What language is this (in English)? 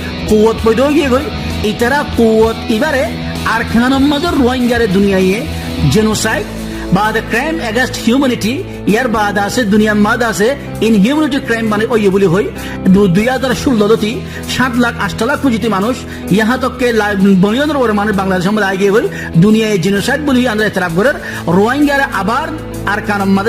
Rohingya